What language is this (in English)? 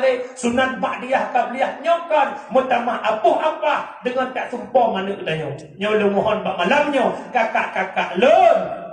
Achinese